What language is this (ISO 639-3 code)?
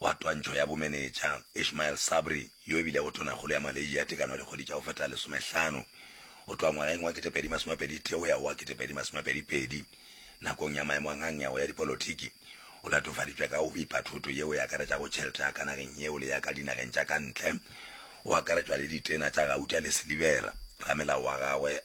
nso